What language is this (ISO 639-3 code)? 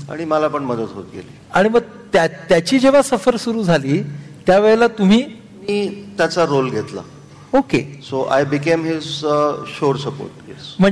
mar